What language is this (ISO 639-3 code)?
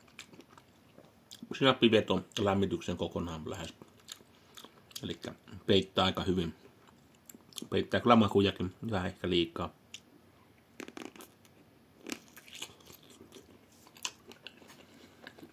fin